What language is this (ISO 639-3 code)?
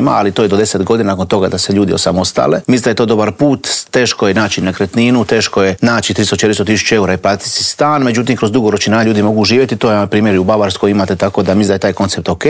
hrv